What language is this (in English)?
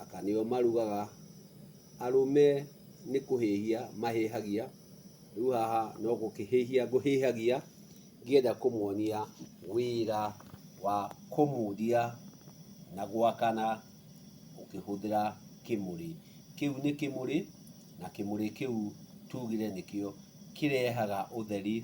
Kikuyu